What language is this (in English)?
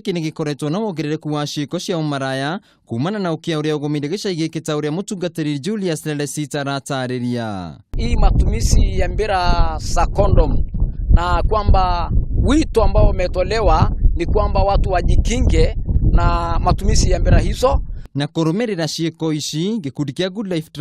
Kikuyu